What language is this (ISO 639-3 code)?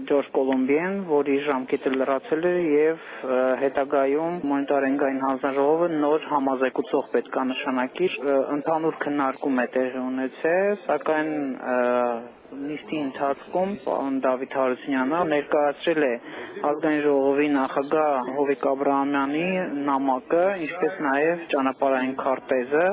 hyw